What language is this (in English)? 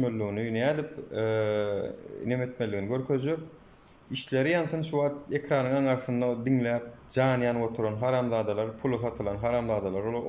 Turkmen